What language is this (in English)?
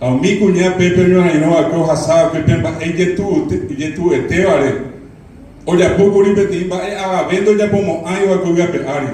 Guarani